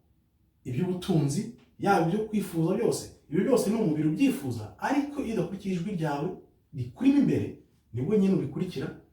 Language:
Kinyarwanda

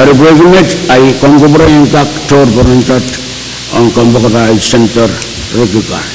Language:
Pohnpeian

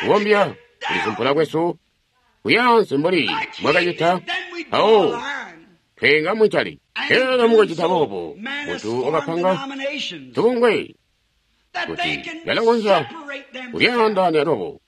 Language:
Tonga (Zambia)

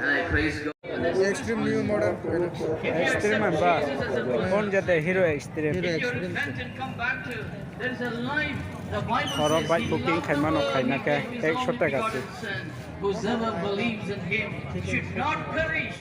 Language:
Kok Borok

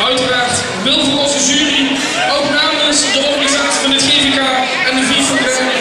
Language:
Limburgish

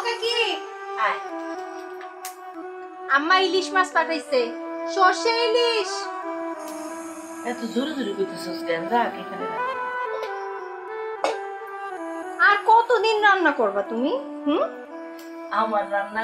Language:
Bangla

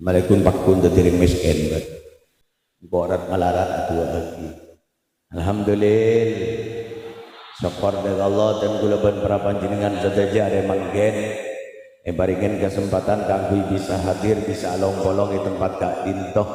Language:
Madurese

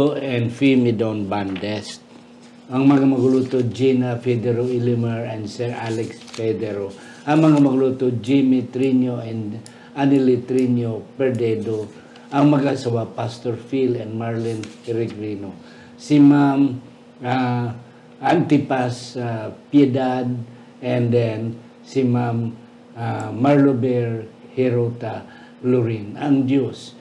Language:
Hiligaynon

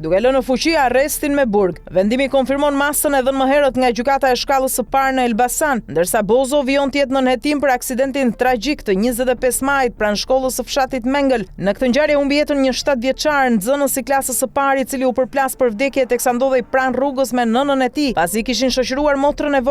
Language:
Albanian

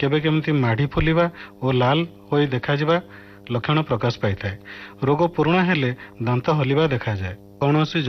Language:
Odia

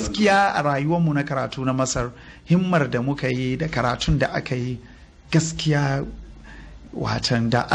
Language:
Hausa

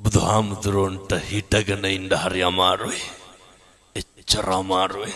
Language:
Sinhala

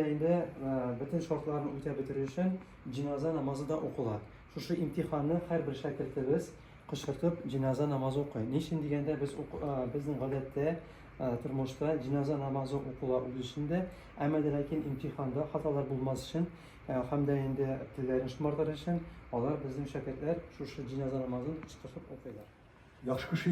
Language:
Tatar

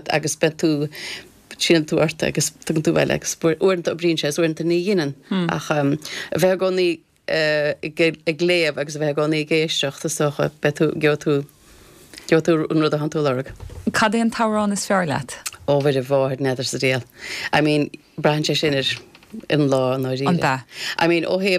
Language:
Irish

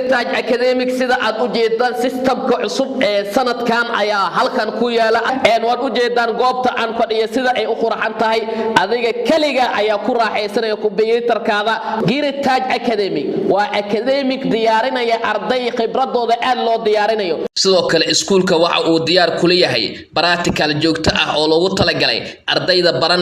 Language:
Somali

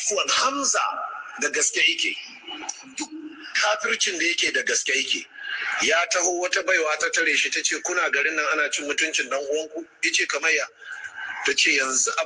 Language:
Hausa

